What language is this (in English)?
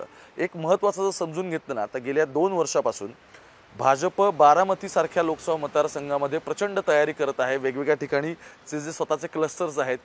Marathi